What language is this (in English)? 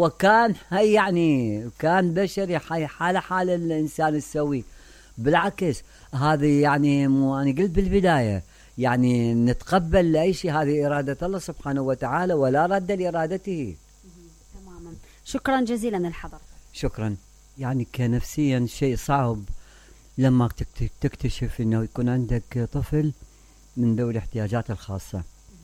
Mesopotamian Arabic